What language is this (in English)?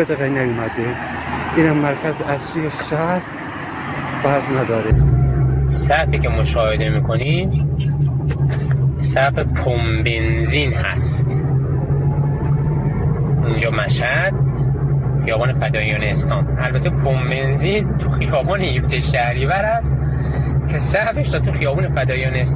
Persian